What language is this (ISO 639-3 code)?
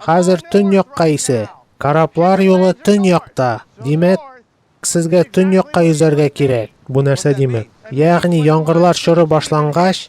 tat